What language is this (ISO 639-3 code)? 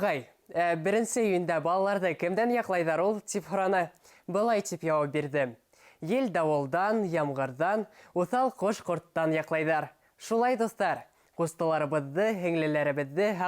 bak